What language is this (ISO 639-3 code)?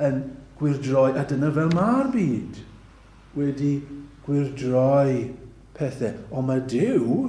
cym